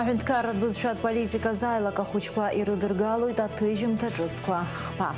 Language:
Abkhazian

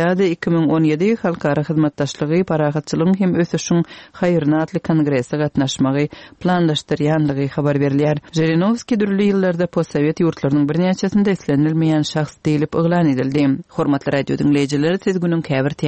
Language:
Turkmen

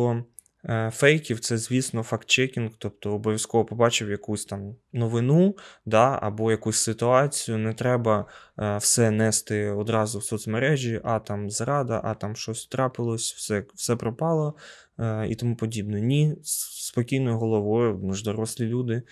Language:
Ukrainian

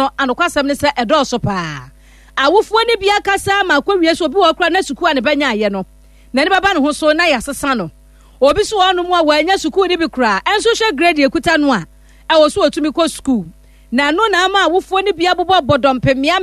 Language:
Akan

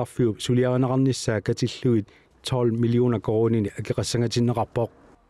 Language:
Kalaallisut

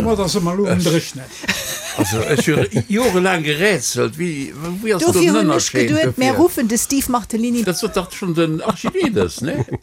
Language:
Luxembourgish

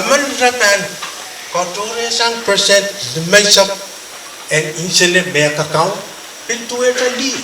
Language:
Pohnpeian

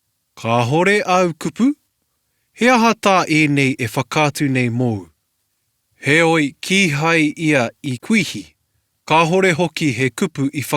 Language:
Māori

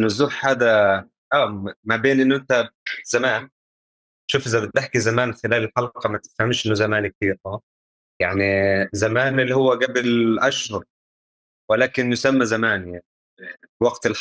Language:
North Levantine Arabic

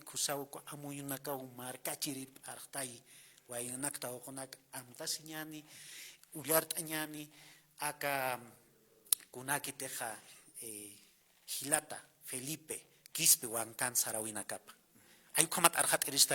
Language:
Aymara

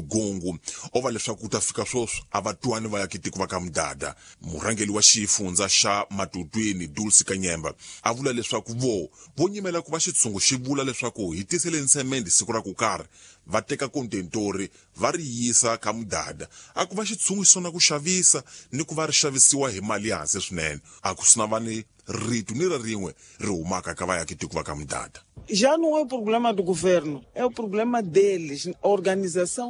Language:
Tsonga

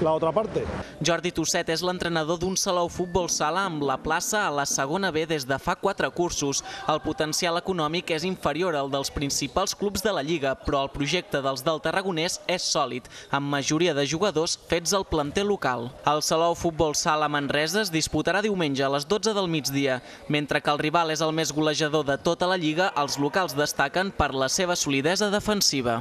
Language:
Catalan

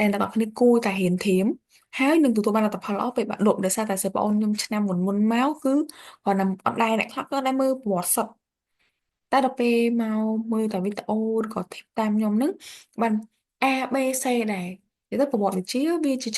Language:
Khmer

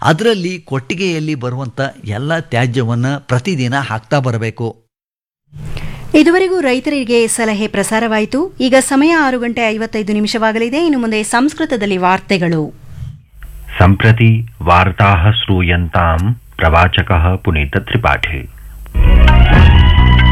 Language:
Kannada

